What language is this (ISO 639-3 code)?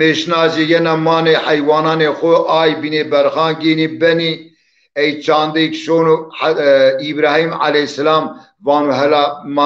zza